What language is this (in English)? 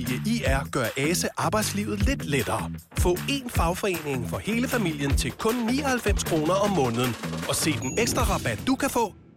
Danish